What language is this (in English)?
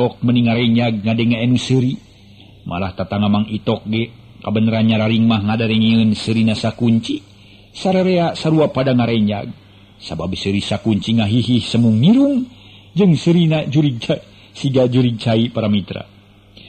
Sundanese